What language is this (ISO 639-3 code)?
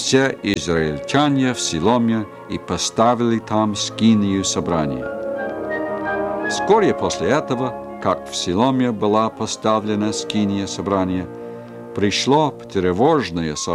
rus